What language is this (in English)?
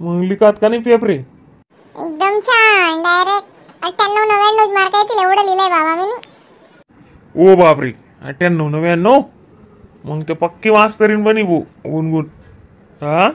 Khandesi